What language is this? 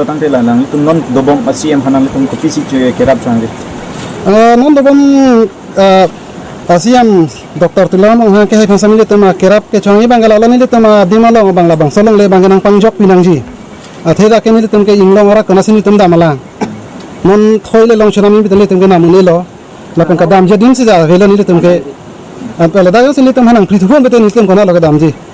Karbi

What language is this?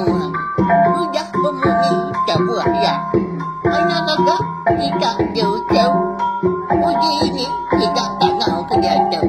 Iban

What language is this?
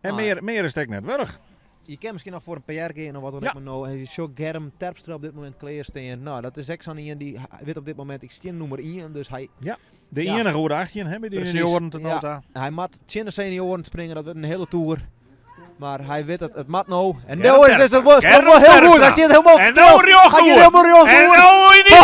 Western Frisian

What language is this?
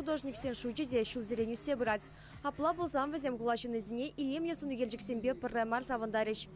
Chuvash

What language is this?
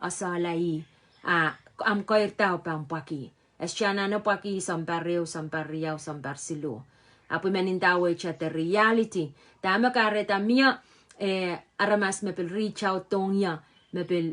Pohnpeian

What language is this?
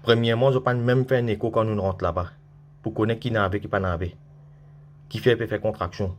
Morisyen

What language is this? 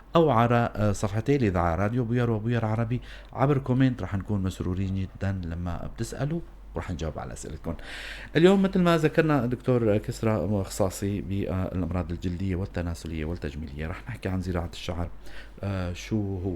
North Levantine Arabic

